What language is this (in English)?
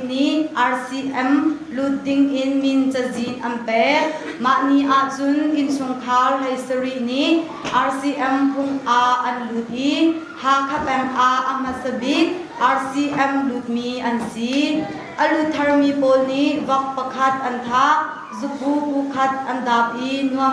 Hakha Chin